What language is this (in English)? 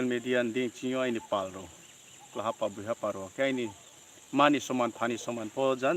Riang (India)